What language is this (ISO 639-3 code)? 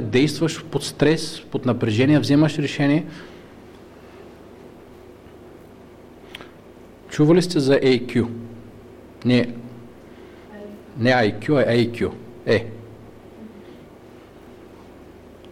bul